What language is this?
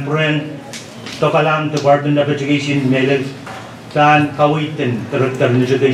Pohnpeian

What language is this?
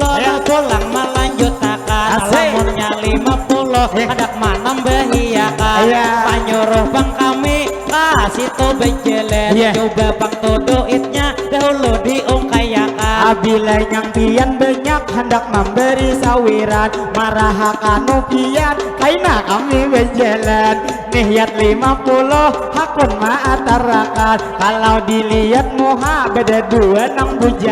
Banjar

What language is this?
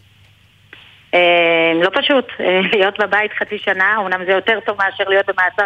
Hebrew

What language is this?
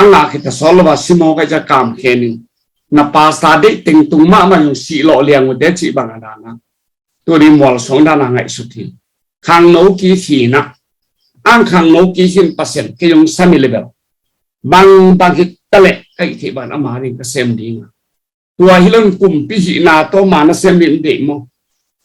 Tedim Chin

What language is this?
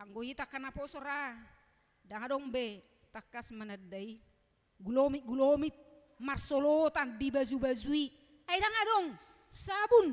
Batak Toba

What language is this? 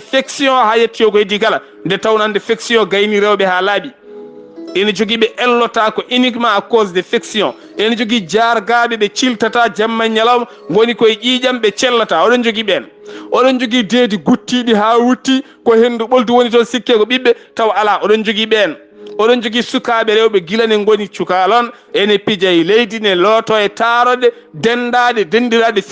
Fula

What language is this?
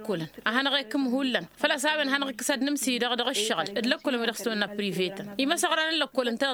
Tamasheq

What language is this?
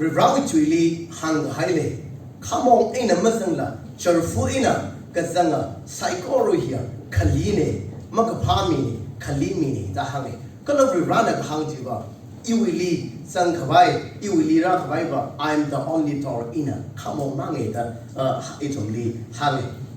Tangkhul Naga (India)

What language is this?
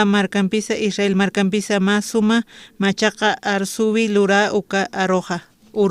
Aymara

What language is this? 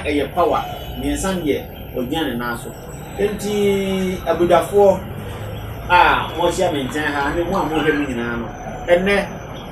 Akan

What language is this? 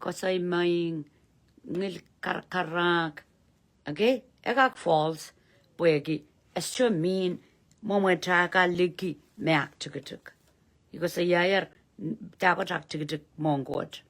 Pohnpeian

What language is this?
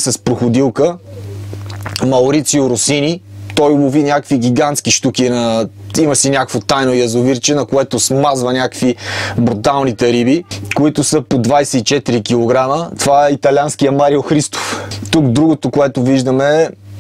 Bulgarian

